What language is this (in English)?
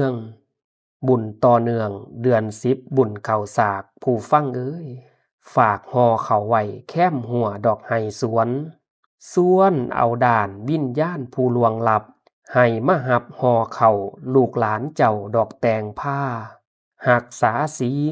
Northeastern Thai